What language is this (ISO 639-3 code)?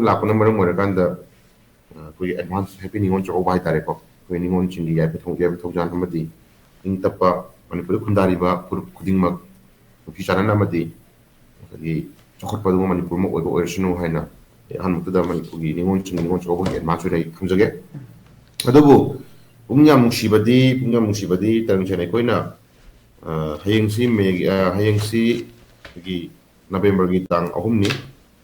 mni